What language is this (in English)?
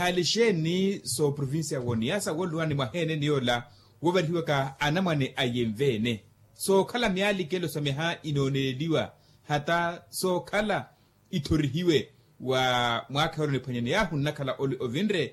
Makhuwa